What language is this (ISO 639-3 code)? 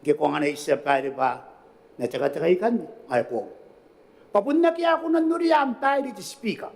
gil